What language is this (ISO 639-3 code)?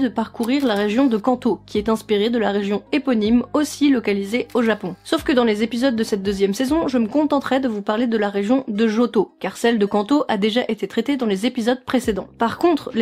fra